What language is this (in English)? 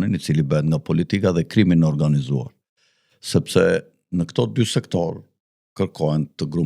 Albanian